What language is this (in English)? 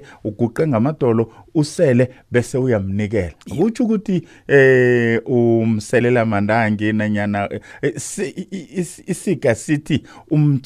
South Ndebele